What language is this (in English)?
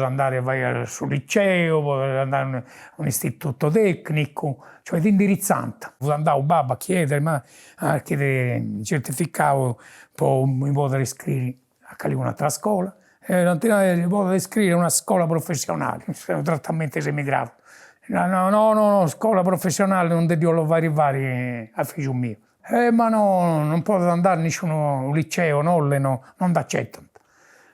Sardinian